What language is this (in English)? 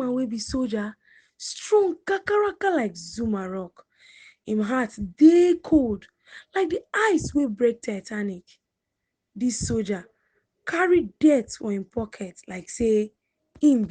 Nigerian Pidgin